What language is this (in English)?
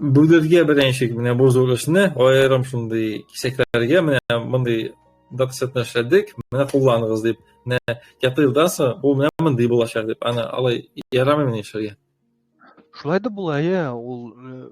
Tatar